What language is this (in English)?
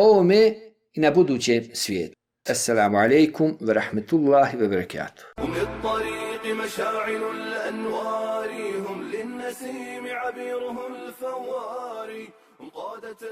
Bosnian